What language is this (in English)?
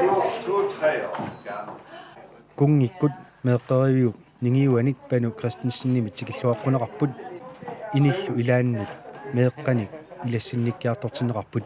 Kalaallisut